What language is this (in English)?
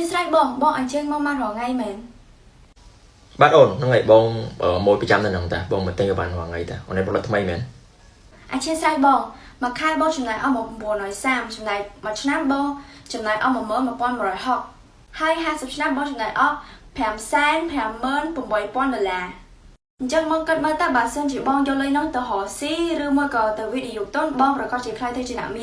Khmer